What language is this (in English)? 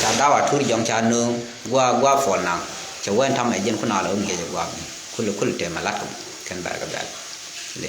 Nuer